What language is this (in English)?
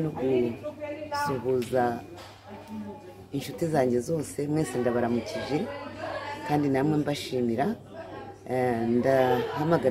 Kinyarwanda